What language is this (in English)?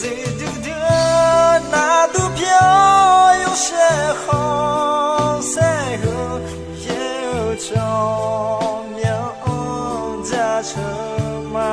Akha